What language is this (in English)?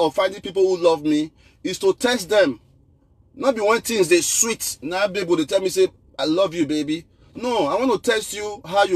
Nigerian Pidgin